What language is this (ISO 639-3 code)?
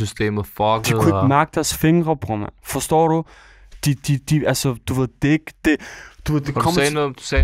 dan